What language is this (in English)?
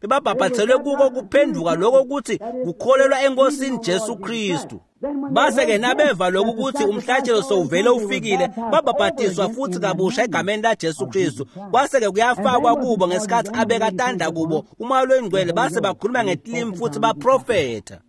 Swati